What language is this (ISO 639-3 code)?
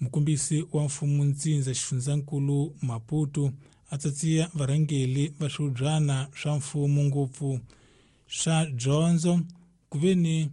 tso